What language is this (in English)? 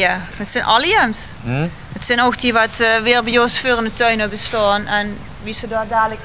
Limburgish